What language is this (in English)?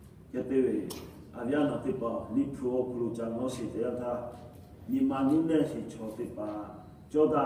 Lahu